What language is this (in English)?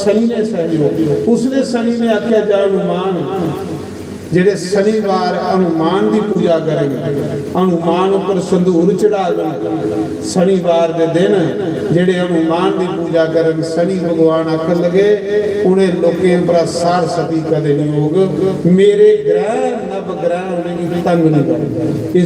Dogri